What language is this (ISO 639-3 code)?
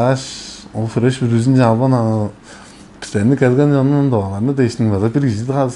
tyv